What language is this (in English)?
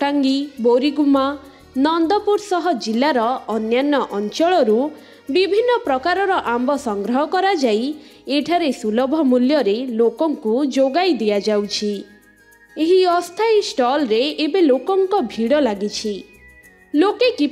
Odia